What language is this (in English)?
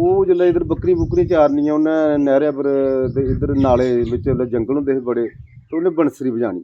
Dogri